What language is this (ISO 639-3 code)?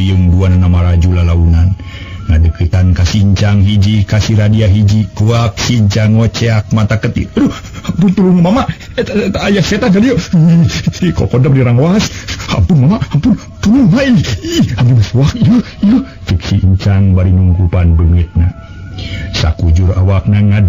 sun